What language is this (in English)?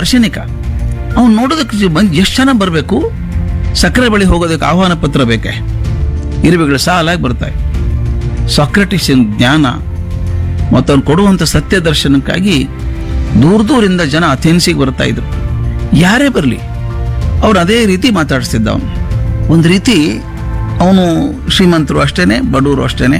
Kannada